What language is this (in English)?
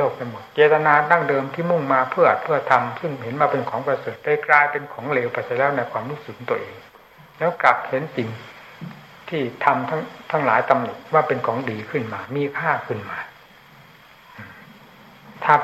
Thai